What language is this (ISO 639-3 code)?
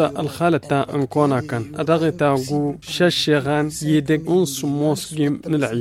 taq